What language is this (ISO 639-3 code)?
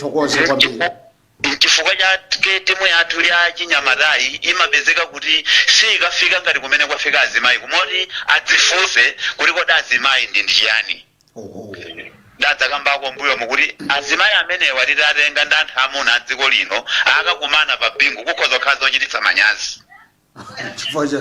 nya